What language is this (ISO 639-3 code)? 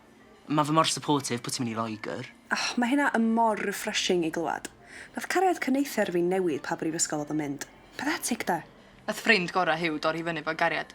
cym